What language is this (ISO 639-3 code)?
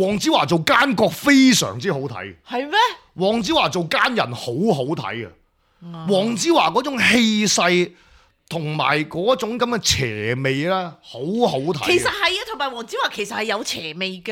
yue